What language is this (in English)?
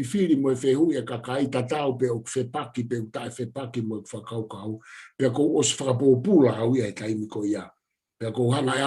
Tongan